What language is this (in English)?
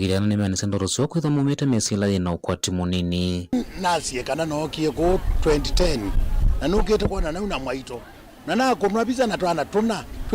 Kamba